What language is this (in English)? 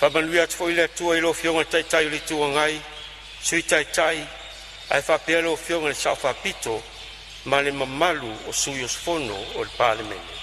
Samoan